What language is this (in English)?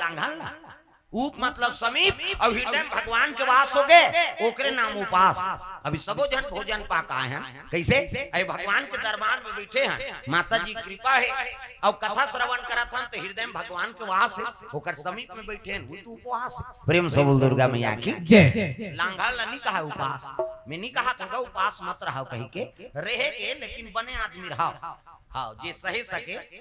Chhattisgarhi